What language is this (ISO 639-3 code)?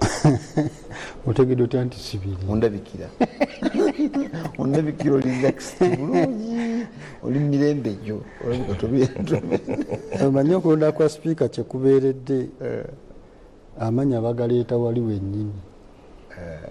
lug